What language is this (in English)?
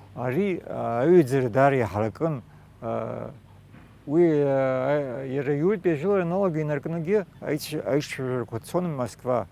Abkhazian